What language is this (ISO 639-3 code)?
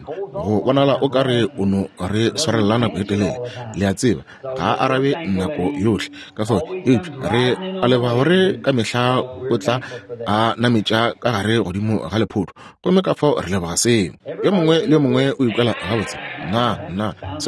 nso